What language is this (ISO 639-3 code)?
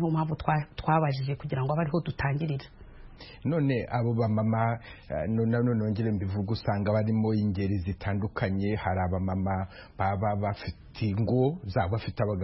kin